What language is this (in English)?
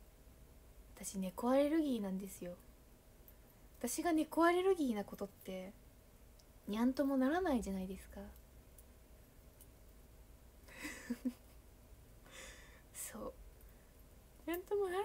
Japanese